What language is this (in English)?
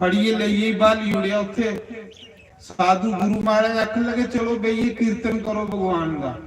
Dogri